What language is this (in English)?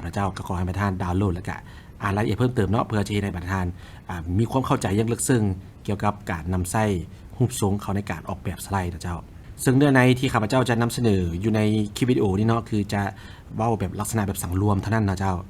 Lao